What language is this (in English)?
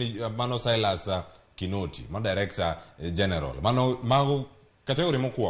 Luo (Kenya and Tanzania)